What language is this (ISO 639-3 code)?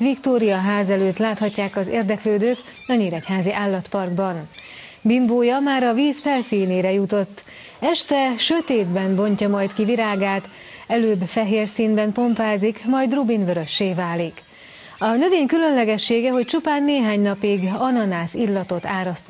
hun